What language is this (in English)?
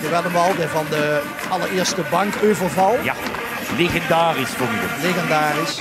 Limburgish